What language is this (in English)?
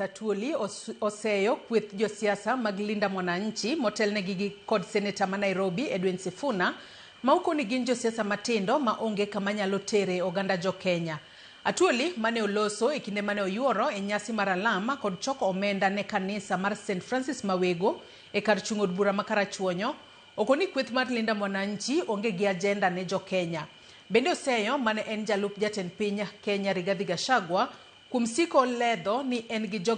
Luo (Kenya and Tanzania)